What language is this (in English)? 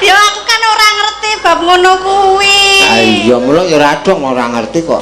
Javanese